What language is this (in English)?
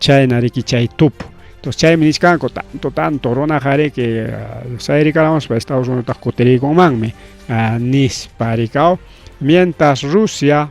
Ayacucho Quechua